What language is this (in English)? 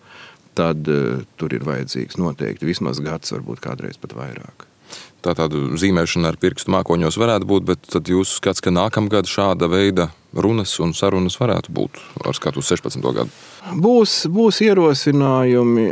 Latvian